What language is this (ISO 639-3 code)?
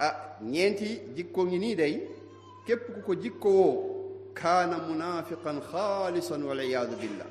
wol